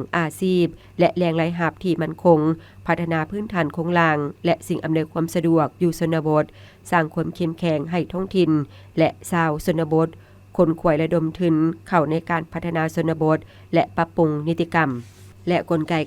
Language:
Lao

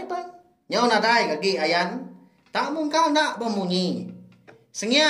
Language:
Iban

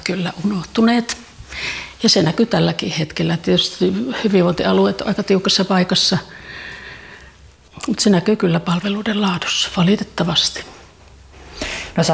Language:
Finnish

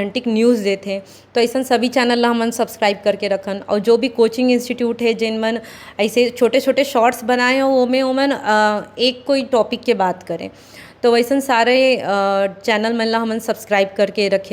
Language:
Chhattisgarhi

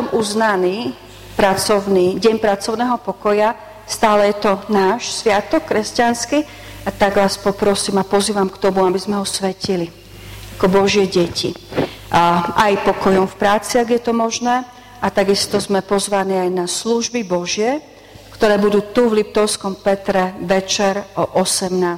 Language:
Slovak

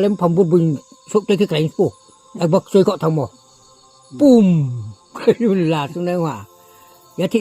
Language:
Riang (India)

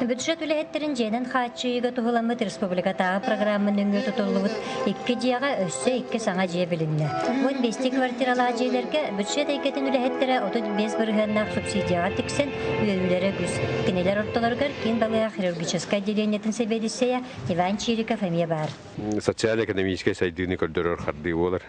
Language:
Yakut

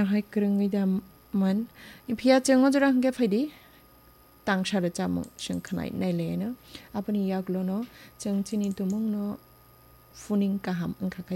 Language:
Kok Borok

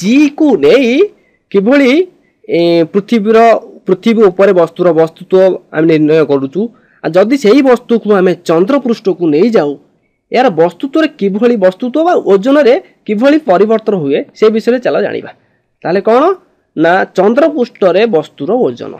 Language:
Odia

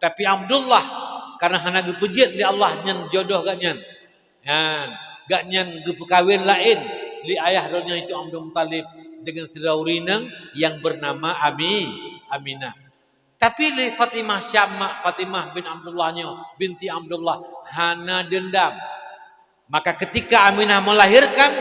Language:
Achinese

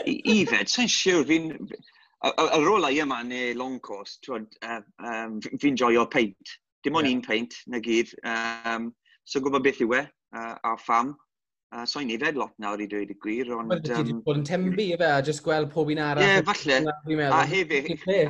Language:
Welsh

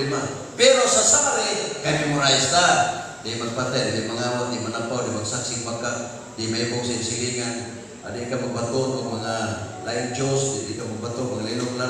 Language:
Cebuano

